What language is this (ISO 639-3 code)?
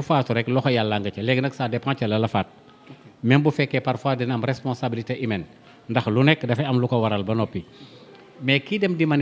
wol